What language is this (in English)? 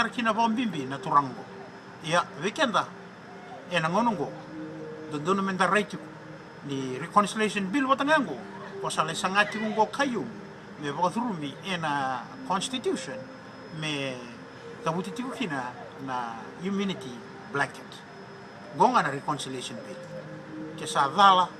Fijian